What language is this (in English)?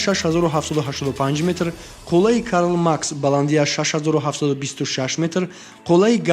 Tajik